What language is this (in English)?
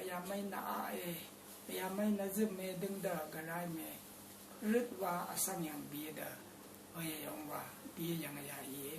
Rawang